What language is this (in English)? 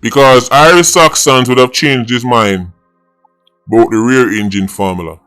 Jamaican Creole English